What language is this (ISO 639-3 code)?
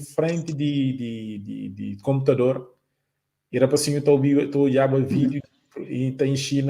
kea